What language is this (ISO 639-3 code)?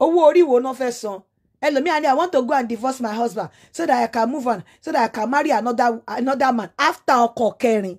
yor